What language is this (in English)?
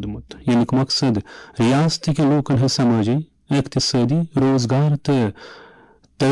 Kashmiri